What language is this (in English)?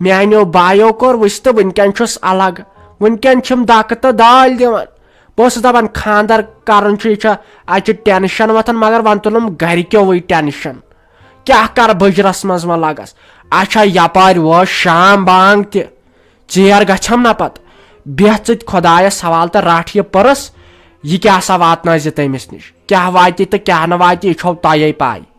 Kashmiri